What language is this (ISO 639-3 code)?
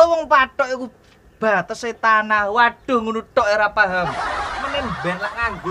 jav